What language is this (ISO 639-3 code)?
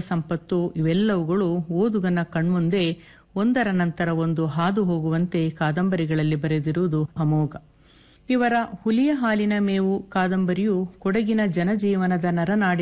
kan